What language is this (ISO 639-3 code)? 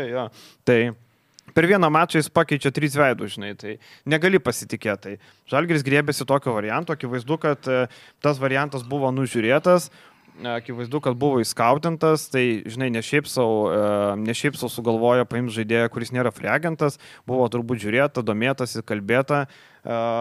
lit